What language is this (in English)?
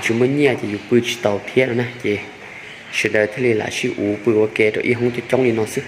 Hmong